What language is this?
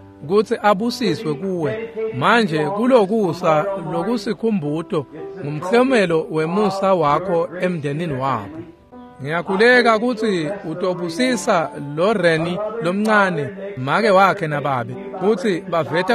Swati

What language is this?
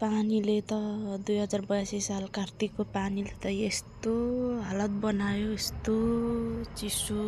Nepali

